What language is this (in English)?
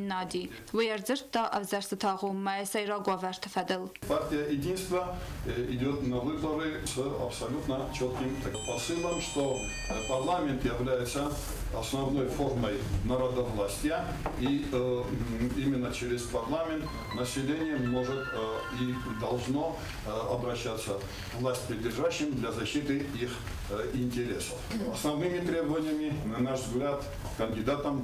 Ossetic